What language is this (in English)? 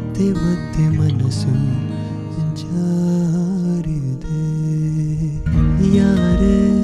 Kannada